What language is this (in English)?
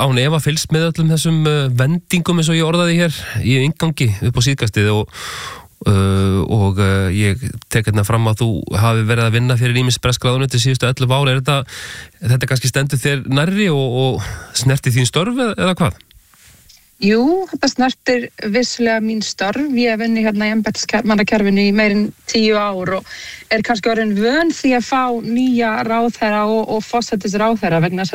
Icelandic